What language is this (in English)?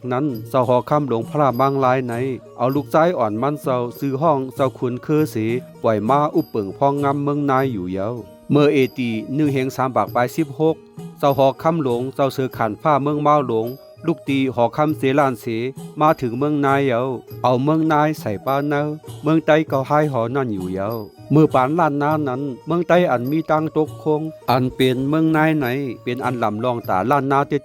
Shan